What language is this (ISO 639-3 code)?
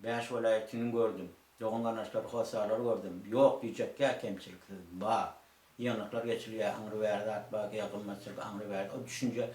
tuk